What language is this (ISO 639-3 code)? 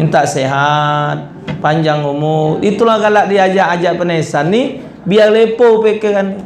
mui